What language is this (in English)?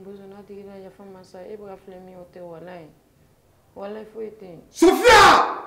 Bambara